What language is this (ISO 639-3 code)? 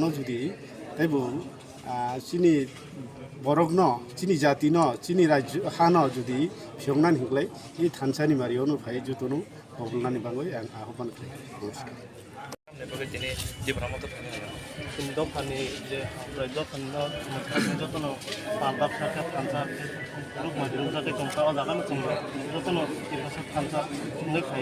trp